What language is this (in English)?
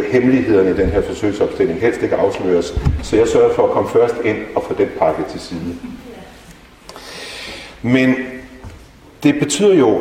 Danish